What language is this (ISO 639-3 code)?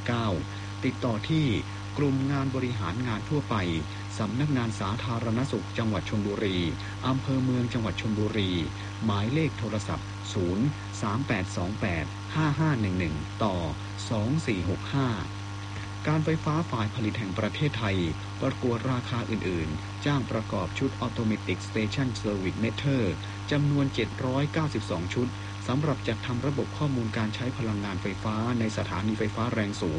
tha